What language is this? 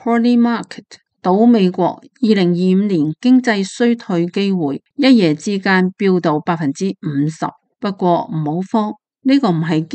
Cantonese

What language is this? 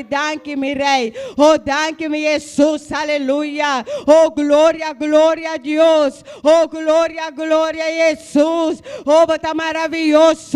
Papiamento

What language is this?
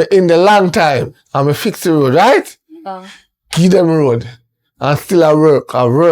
Jamaican Creole English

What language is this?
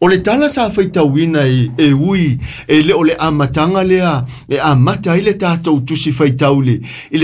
Samoan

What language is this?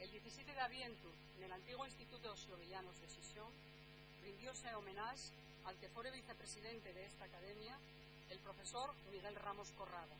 Asturian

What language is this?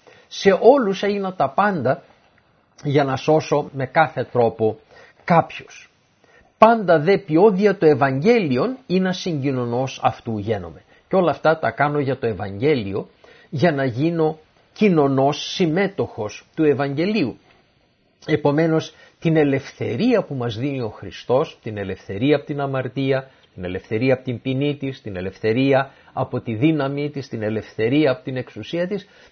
Greek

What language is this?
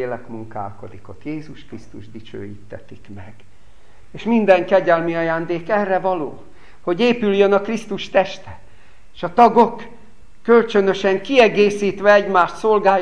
Hungarian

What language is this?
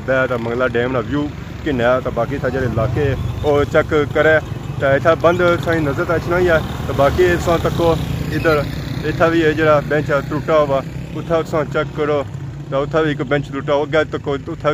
Pahari-Potwari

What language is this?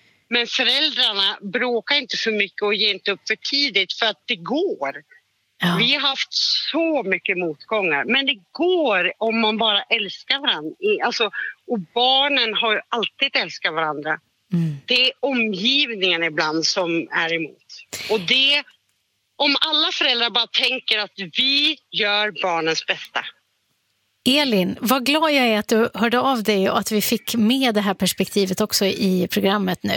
Swedish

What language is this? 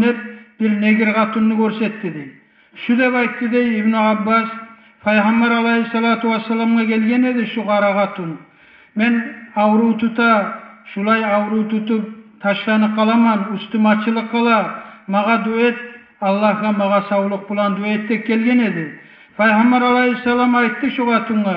Kumyk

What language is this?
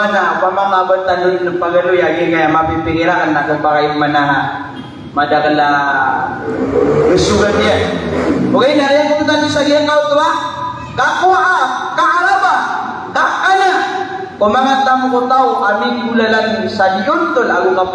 Maranao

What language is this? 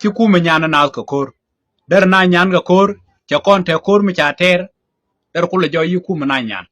Nuer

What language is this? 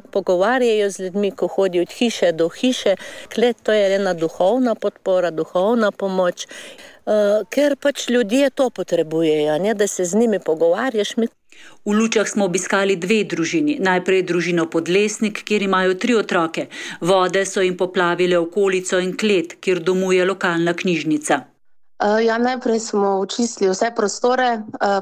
Slovenian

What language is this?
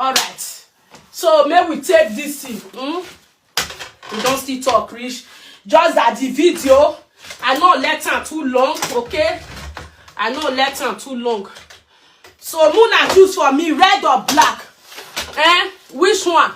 Nigerian Pidgin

